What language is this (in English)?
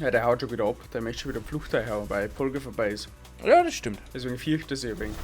Bavarian